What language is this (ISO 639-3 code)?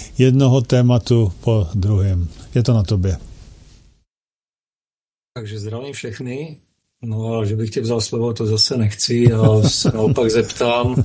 ces